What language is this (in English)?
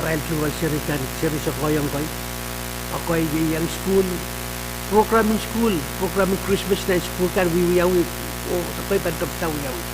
Pohnpeian